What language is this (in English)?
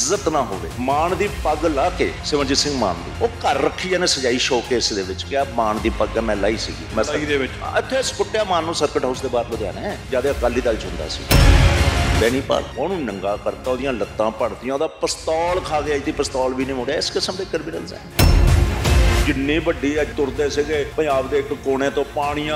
Punjabi